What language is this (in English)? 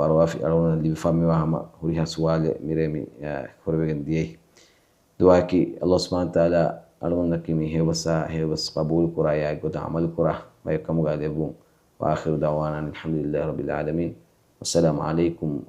Divehi